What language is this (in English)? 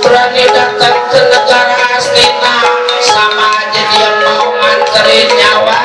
Betawi